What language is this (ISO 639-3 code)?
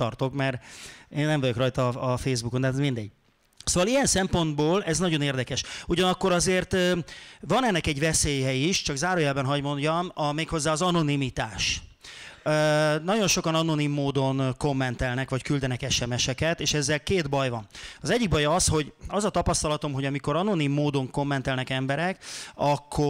hun